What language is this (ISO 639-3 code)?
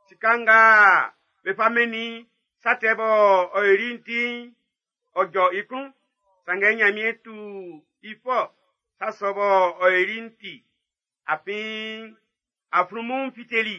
bci